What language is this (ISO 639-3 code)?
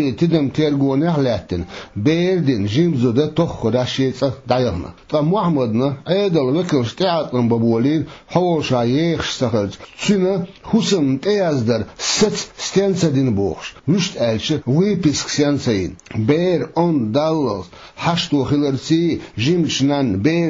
che